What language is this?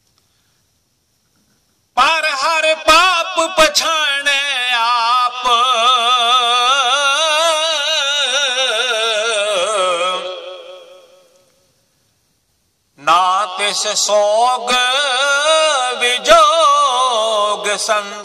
Punjabi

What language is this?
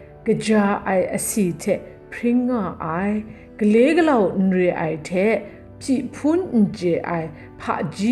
Kachin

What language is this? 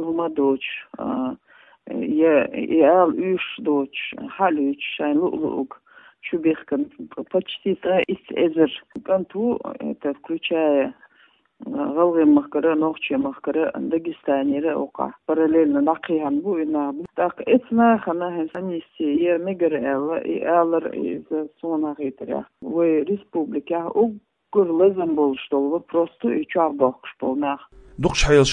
Chechen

